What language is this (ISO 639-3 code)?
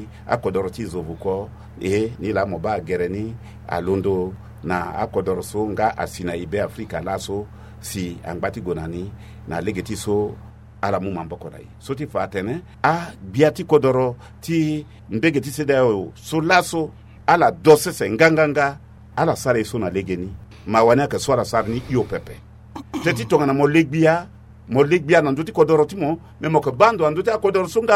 sag